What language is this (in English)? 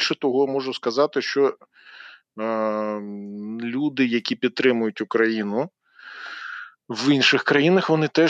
Ukrainian